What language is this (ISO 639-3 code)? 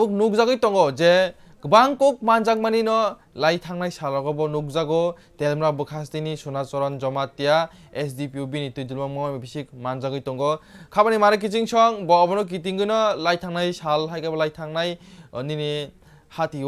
trp